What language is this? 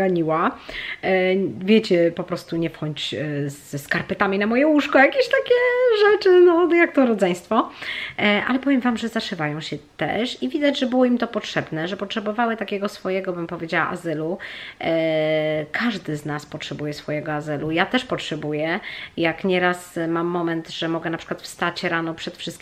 Polish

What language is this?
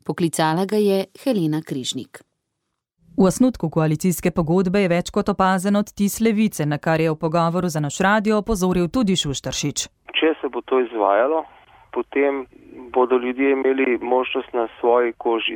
Slovenian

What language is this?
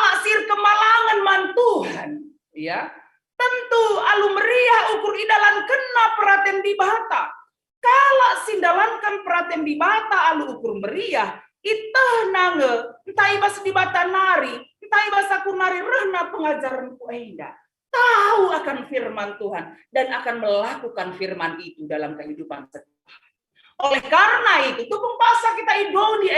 Batak Karo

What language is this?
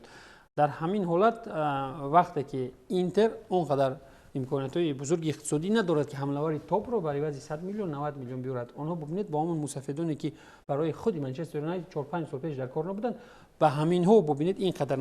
Tajik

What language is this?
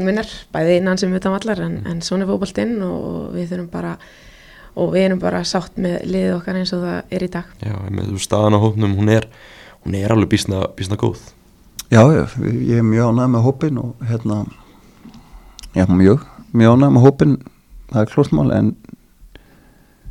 Icelandic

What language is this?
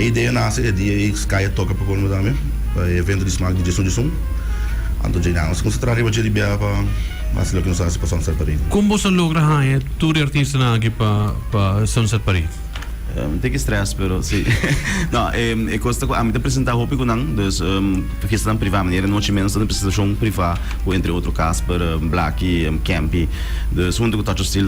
Papiamento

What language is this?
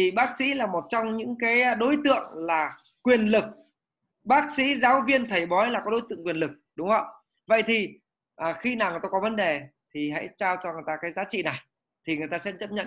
Vietnamese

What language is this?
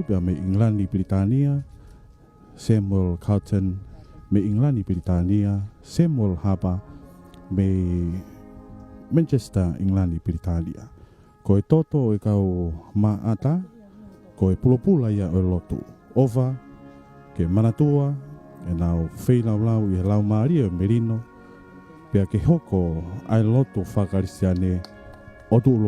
Tongan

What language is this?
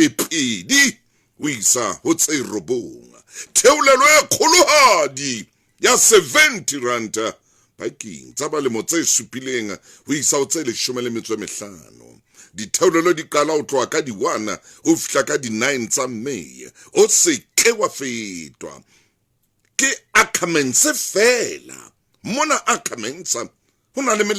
Southern Sotho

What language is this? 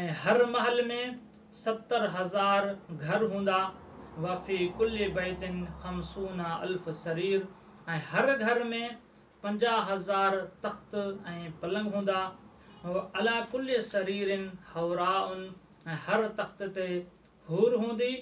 Sindhi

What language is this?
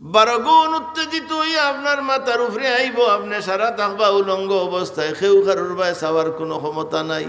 Sylheti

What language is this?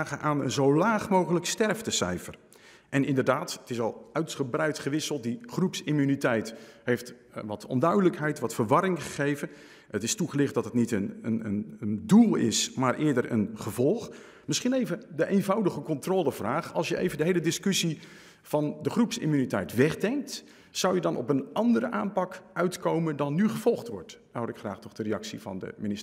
Dutch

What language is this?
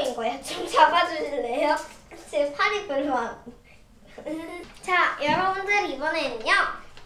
Korean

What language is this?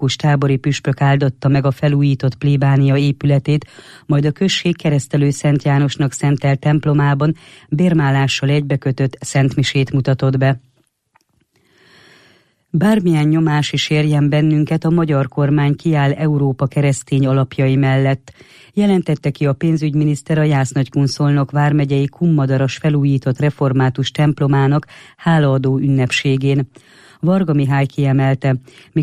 Hungarian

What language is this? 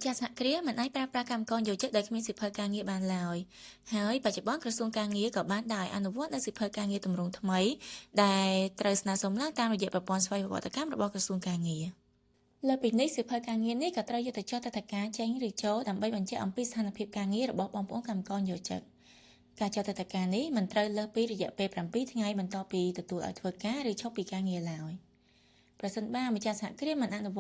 Khmer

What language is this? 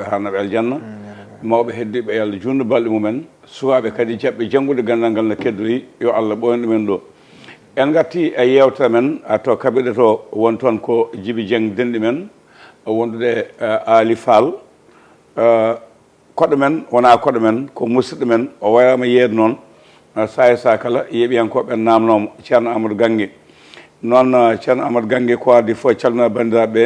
Fula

